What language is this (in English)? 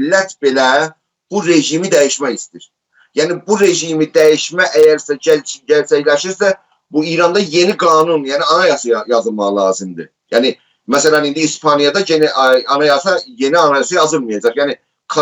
South Azerbaijani